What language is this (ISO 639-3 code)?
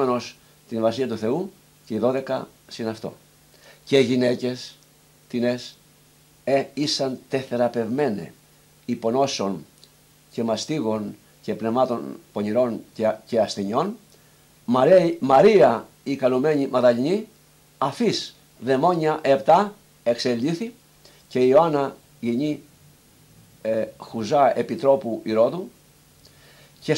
ell